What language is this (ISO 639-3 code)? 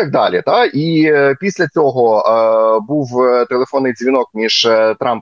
ukr